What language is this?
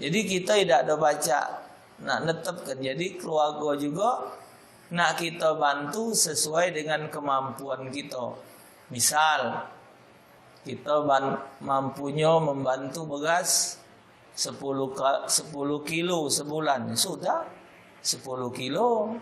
Musi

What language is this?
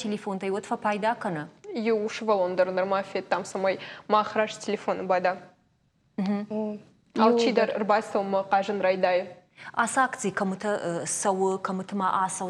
Ossetic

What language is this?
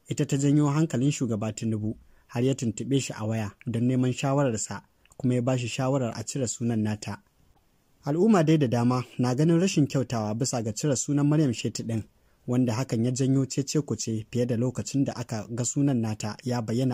Hausa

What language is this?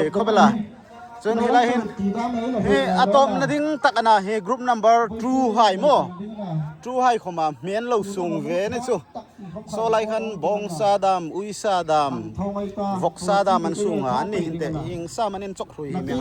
Hmar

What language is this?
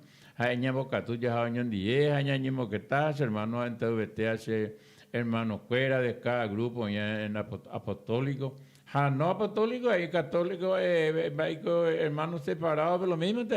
Guarani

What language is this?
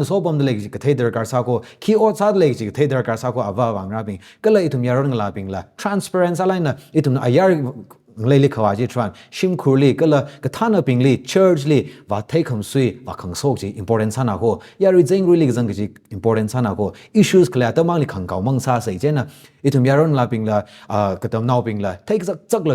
Tangkhul Naga (India)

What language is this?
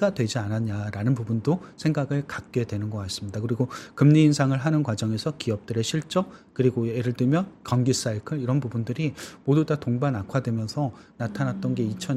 Korean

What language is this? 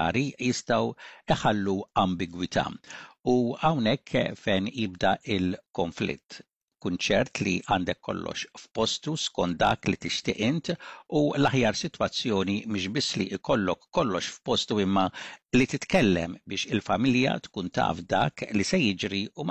Maltese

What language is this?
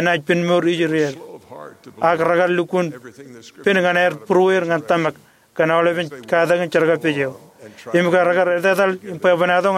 Marshallese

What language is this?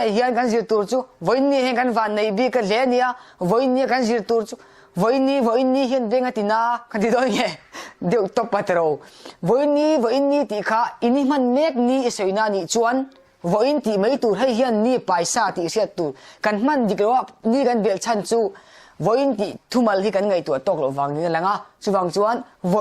Mizo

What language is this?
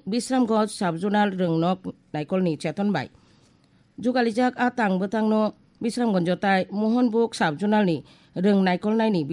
Kok Borok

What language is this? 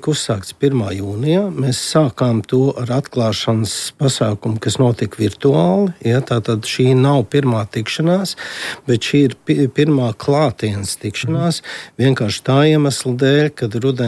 Latvian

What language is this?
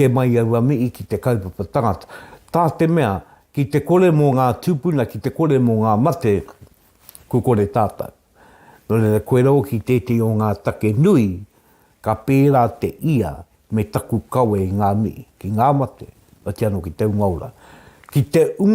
Māori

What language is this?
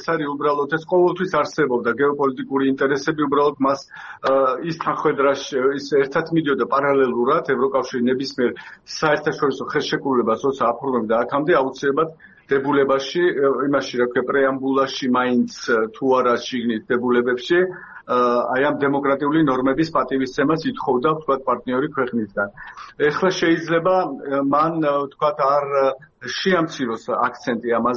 Georgian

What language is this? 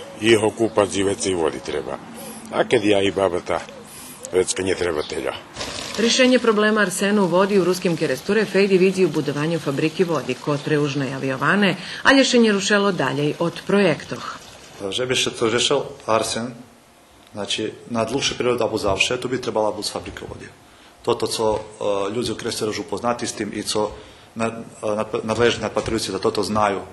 Rusyn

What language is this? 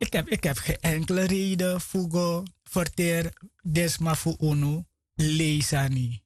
Sranan Tongo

